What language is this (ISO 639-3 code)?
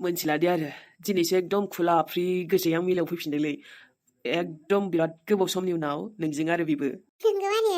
brx